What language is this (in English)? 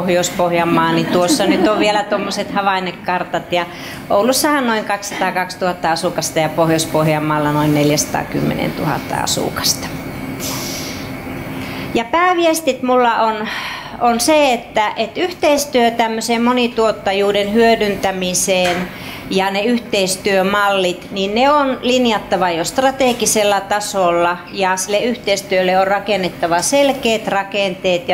Finnish